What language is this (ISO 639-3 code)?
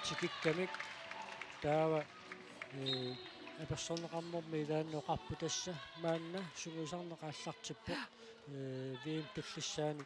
kal